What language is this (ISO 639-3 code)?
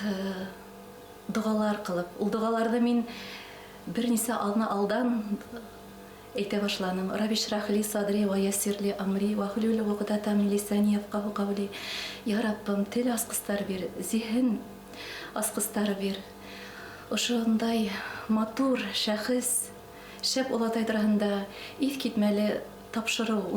bak